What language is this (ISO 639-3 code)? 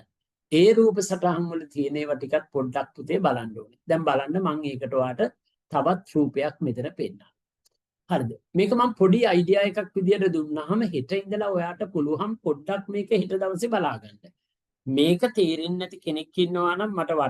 sin